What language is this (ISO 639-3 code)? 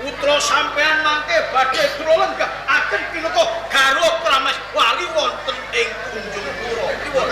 jav